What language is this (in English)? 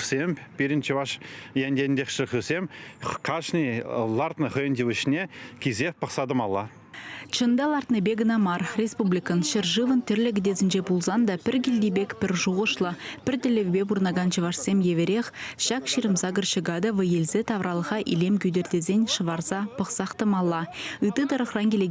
Chuvash